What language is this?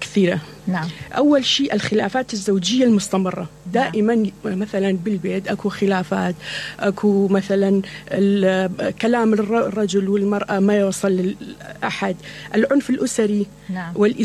Mesopotamian Arabic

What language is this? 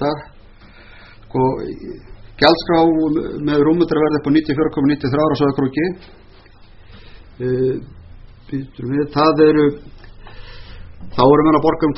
Icelandic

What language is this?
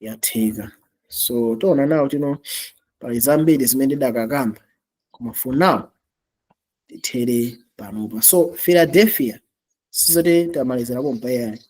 Nyanja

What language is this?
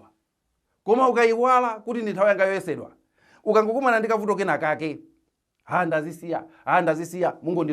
Nyanja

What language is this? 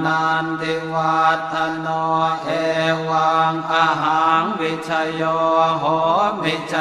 Pali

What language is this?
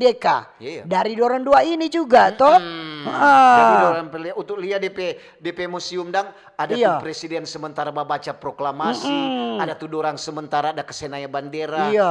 Manado Malay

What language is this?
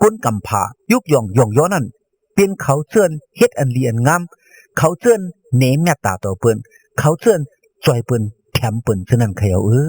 Shan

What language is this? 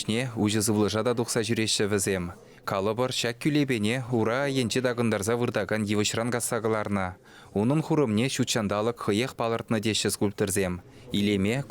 Chuvash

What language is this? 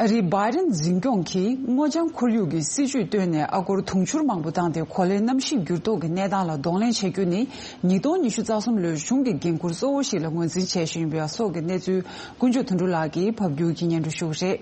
Tibetan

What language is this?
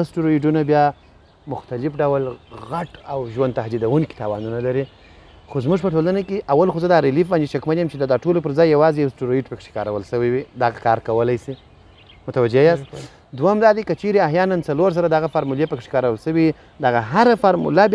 Pashto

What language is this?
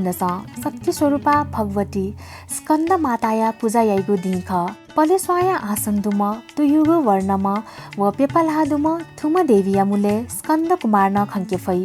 Newari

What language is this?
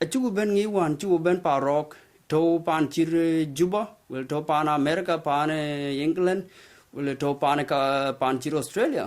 Dinka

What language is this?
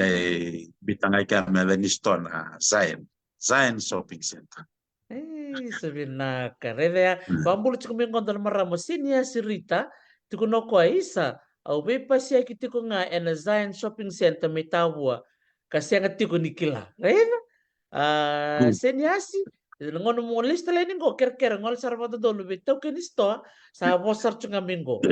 Fijian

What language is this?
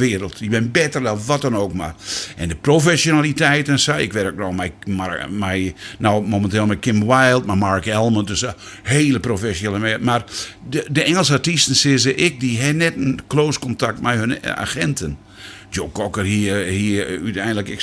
Western Frisian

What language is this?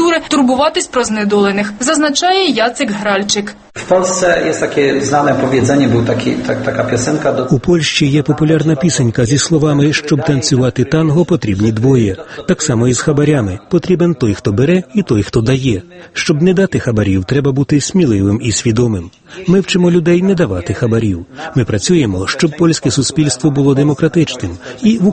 Ukrainian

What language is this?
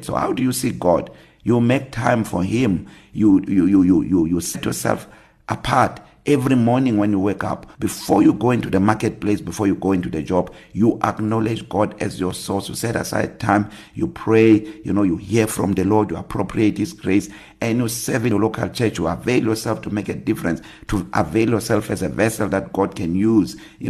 English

